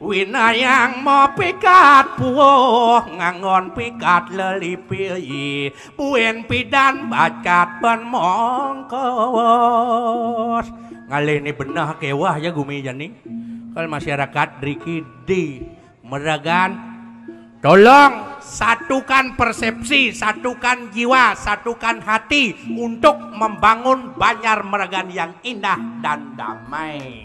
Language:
Balinese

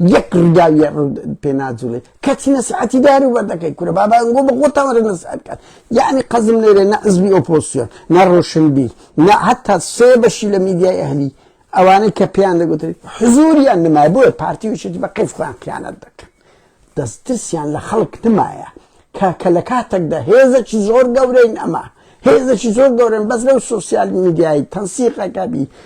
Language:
Central Kurdish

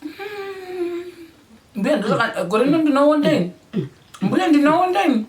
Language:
Shona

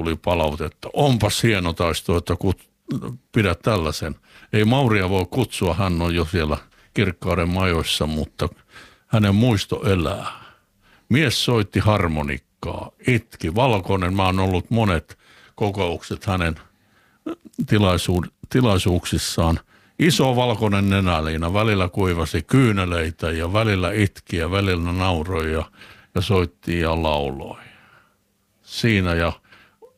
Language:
Finnish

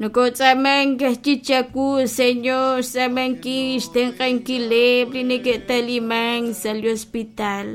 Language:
Kekchí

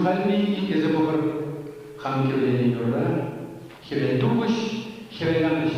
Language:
Chuvash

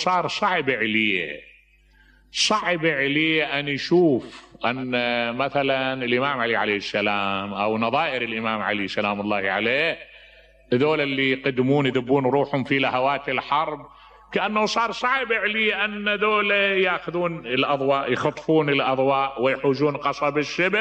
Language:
Mesopotamian Arabic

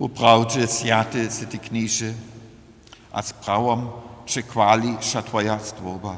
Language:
Upper Sorbian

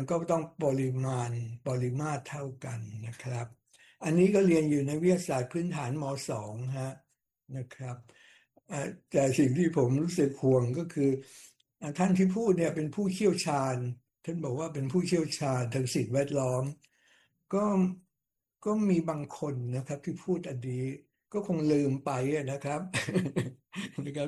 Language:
Thai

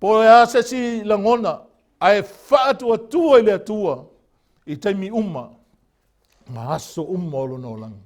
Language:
Samoan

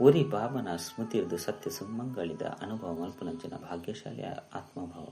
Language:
Tulu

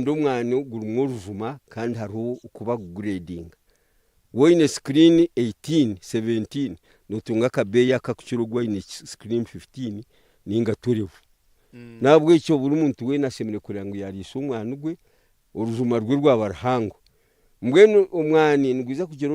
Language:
Nyankole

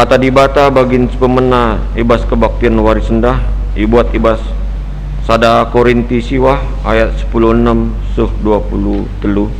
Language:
Batak Karo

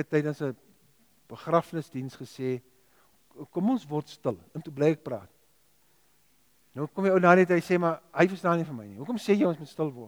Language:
Afrikaans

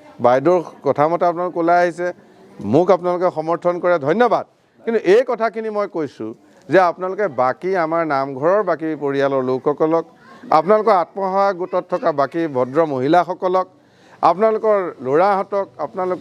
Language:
Assamese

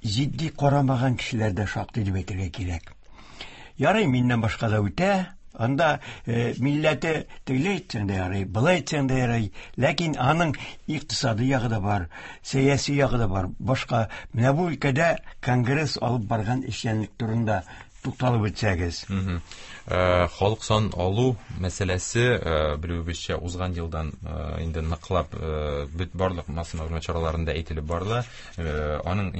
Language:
Tatar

